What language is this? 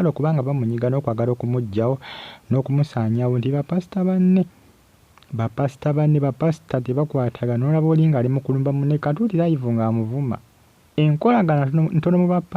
Ganda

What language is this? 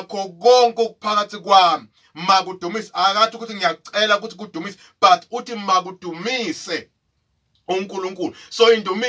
Zulu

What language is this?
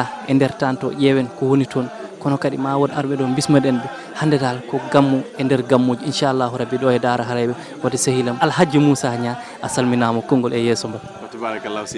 Fula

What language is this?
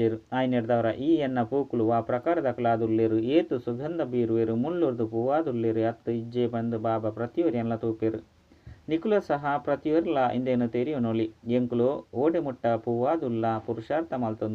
Tulu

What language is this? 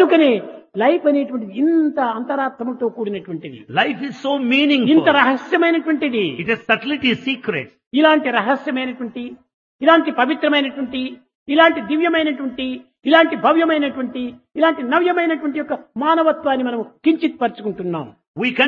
Telugu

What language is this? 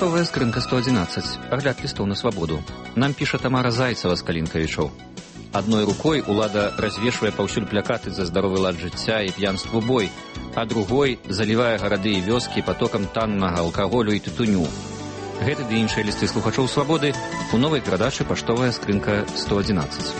Belarusian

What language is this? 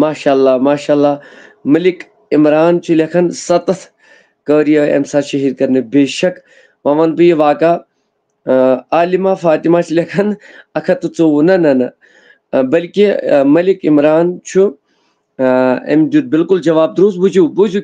Kashmiri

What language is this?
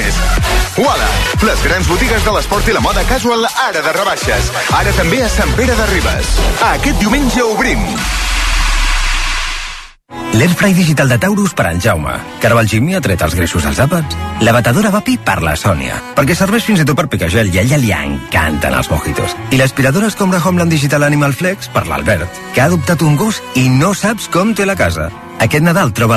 Catalan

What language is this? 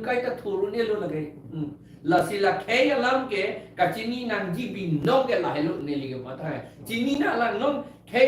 Karbi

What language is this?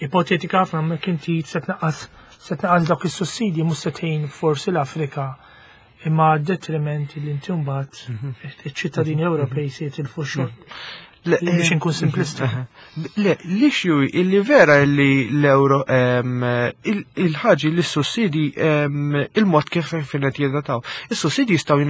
Maltese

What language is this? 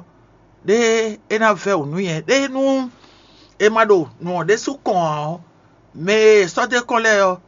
Fon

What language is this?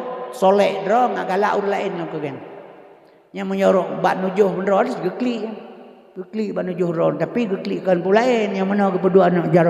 Achinese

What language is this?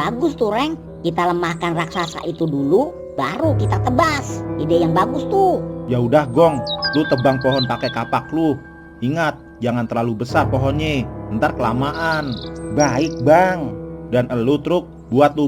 Betawi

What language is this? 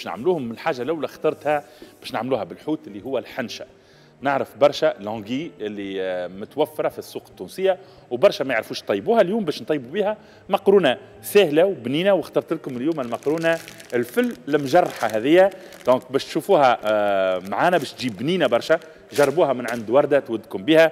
Tunisian Arabic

